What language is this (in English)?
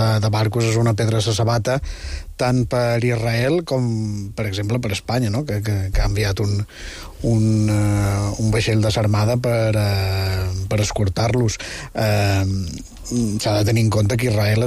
Catalan